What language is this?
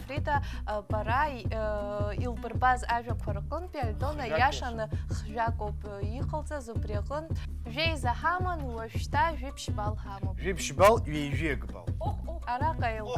Abkhazian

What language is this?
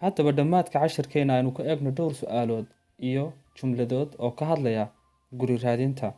Somali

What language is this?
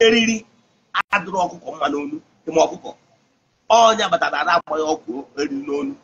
Igbo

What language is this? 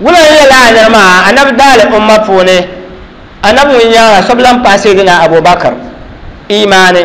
Dagbani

